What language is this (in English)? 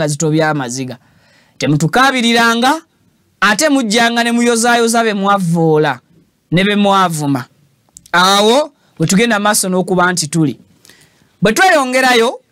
Ganda